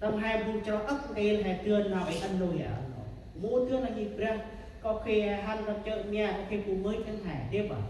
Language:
Central Mnong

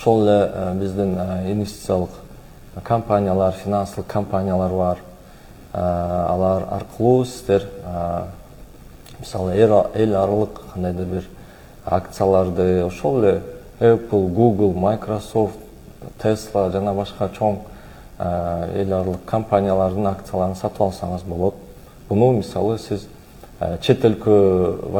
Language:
Kyrgyz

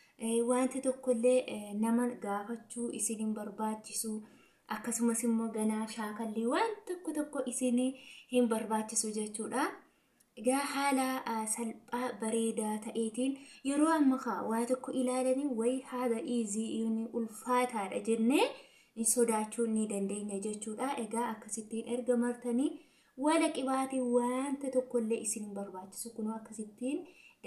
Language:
Oromo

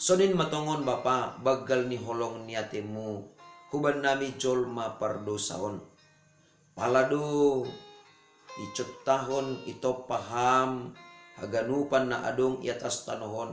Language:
Batak Simalungun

